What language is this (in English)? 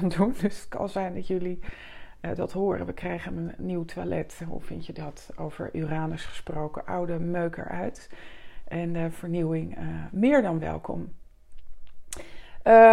Dutch